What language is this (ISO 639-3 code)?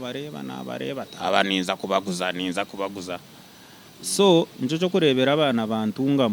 nyn